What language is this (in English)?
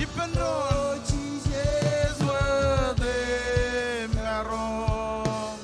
Marshallese